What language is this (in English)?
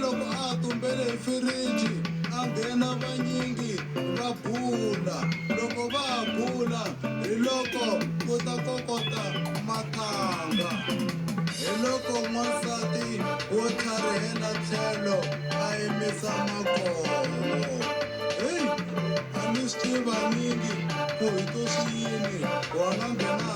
Tsonga